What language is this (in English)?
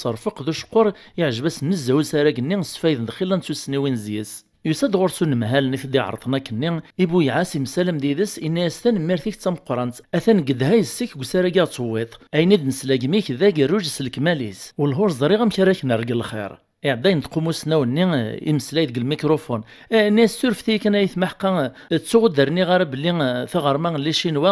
Kabyle